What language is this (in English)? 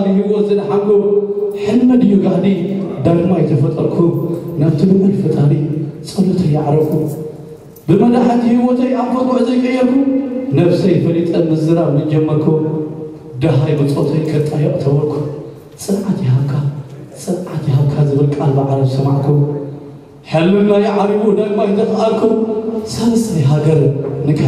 Tigrinya